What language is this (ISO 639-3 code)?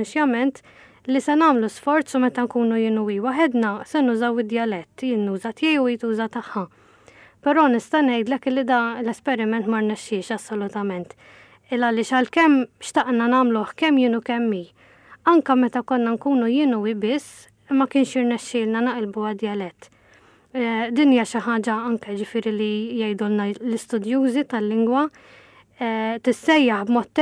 mlt